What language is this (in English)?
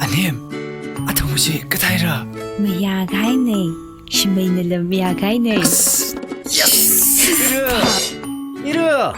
Tangkhul Naga (India)